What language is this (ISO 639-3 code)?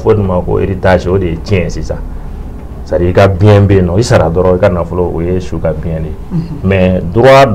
bam